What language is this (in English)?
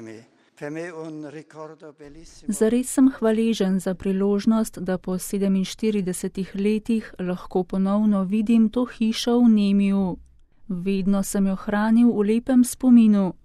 Slovenian